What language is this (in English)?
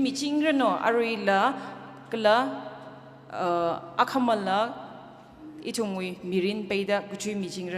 Tangkhul Naga (India)